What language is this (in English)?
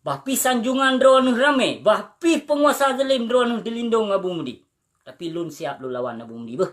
Achinese